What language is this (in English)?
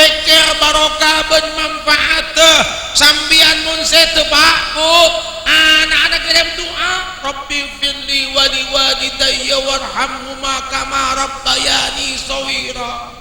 Madurese